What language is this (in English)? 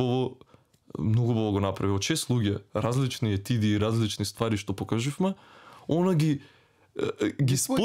Macedonian